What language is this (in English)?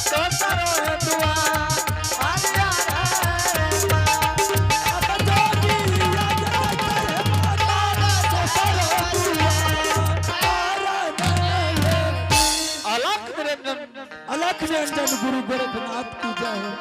Angika